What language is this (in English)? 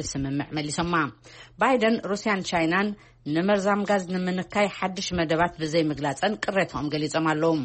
Tigrinya